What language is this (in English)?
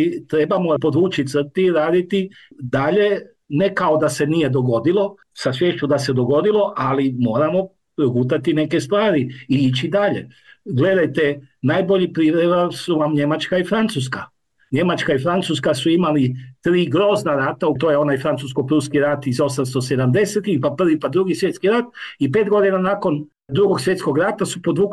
Croatian